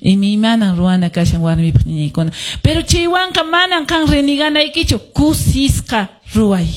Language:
Quechua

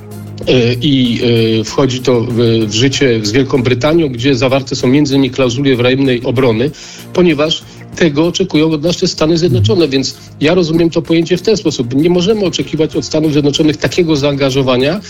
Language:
Polish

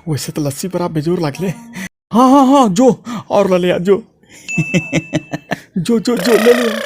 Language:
Angika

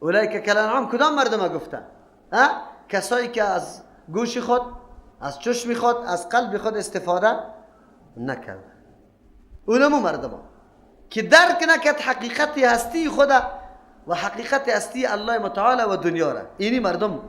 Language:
Persian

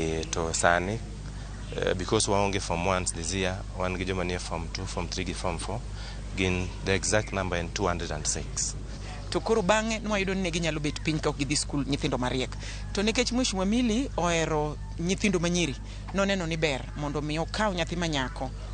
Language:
Luo (Kenya and Tanzania)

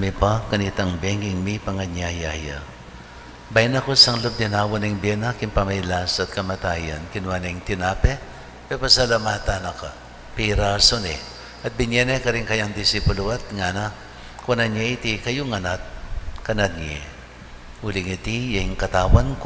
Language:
Pampanga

